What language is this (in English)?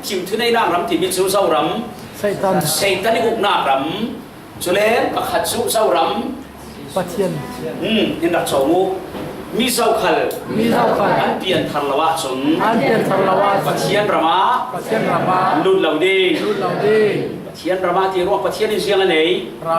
Falam Chin